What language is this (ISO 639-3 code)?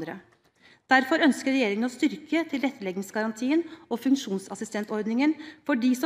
nor